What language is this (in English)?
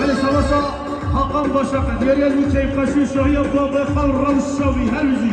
Kurdish